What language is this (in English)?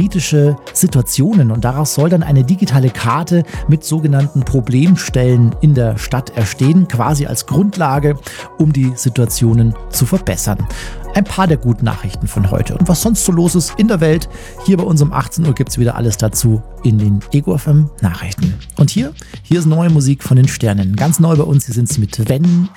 German